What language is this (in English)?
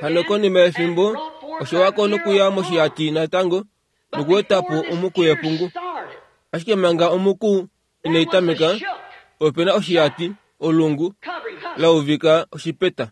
Kuanyama